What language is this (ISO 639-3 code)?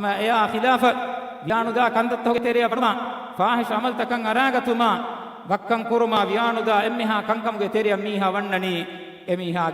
div